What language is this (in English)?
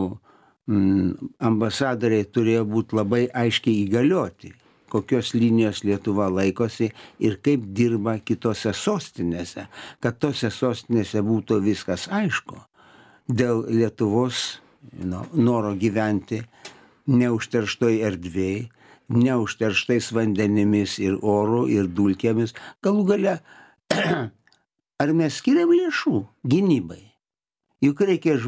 Lithuanian